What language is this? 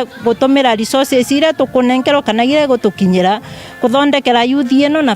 Meru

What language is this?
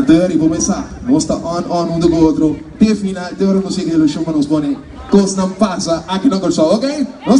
Papiamento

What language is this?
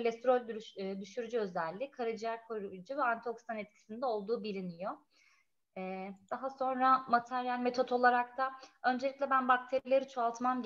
Turkish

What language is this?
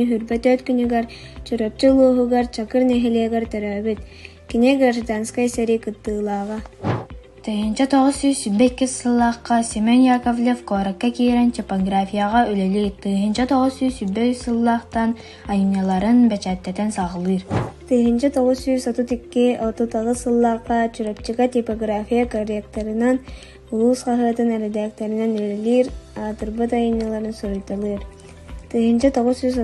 Yakut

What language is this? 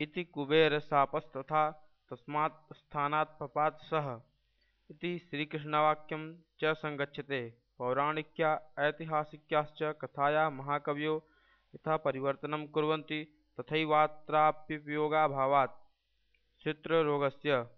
Sanskrit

